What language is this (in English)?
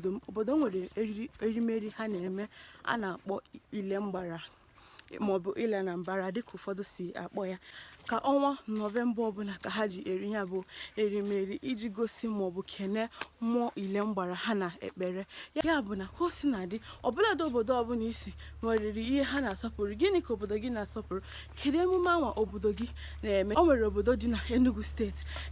Igbo